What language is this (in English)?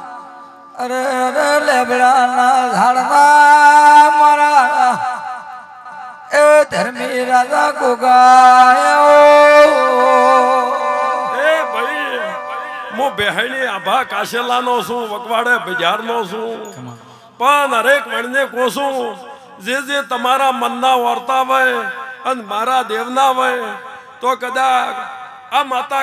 Gujarati